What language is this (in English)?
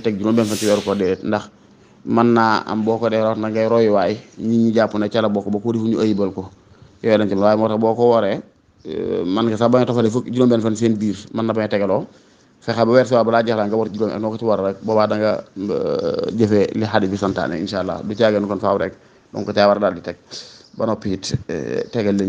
Wolof